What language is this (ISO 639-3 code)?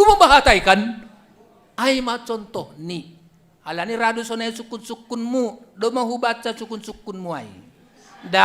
bts